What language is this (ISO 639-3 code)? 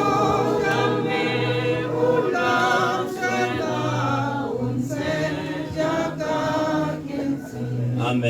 tsn